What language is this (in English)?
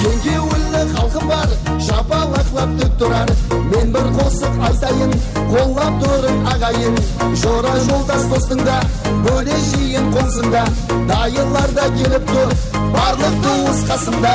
Kara-Kalpak